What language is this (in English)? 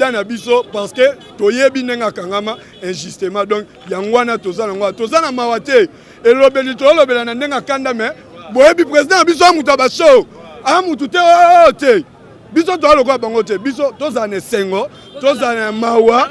Lingala